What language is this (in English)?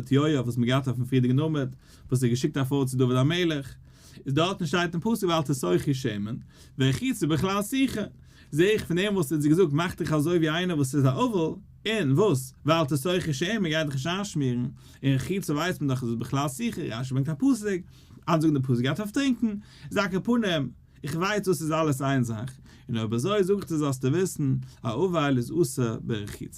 Yiddish